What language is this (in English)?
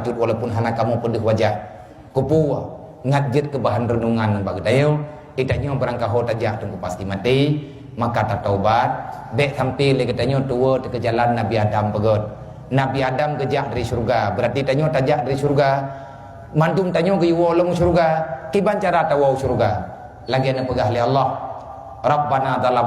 Achinese